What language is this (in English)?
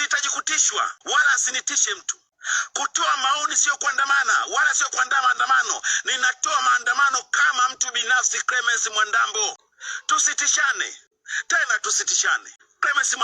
Swahili